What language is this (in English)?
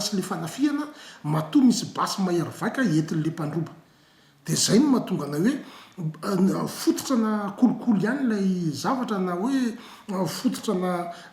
Malagasy